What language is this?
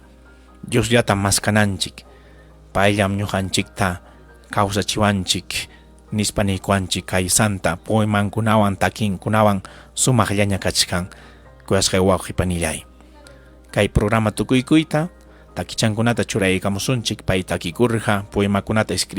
Ayacucho Quechua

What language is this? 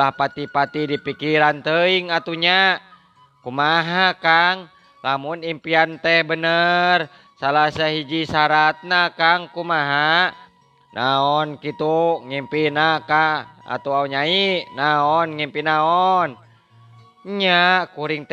Sundanese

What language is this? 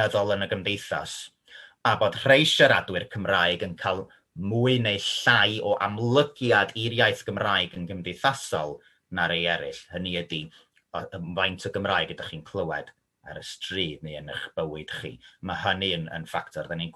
Welsh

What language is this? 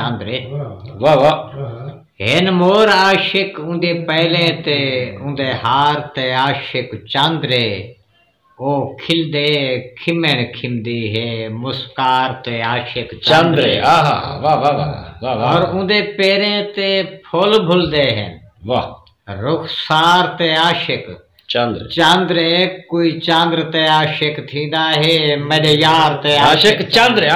Saraiki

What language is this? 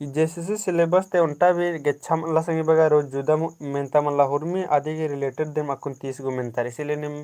Kurukh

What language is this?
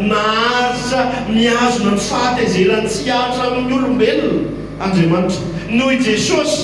Malagasy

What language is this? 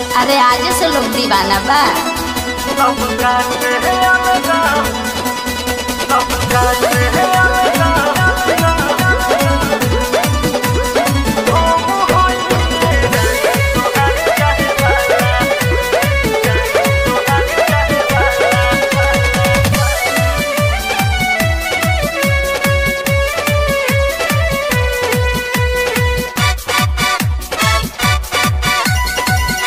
Bhojpuri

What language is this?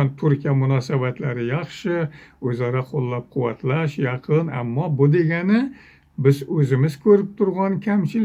Uzbek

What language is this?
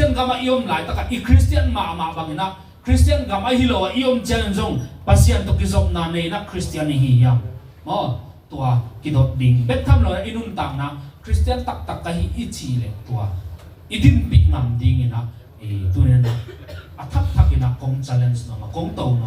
Tedim Chin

